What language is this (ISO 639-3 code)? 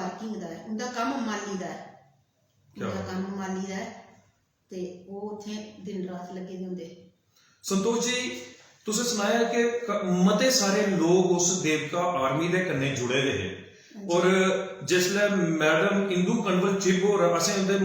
doi